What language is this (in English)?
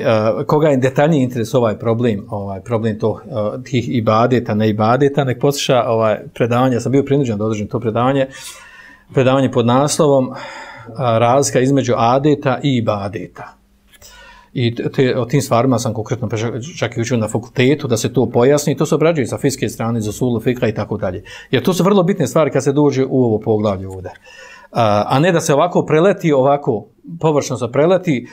Bosnian